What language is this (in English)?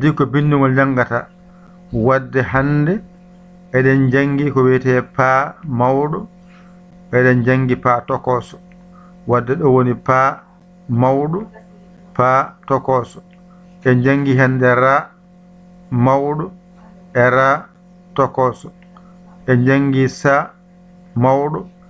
Fula